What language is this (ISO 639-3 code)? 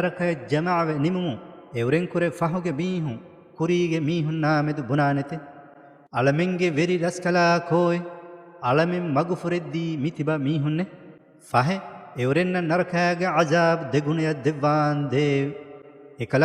div